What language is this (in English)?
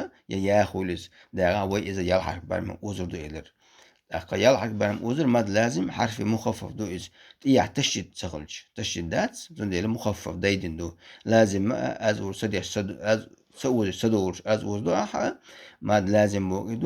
Chechen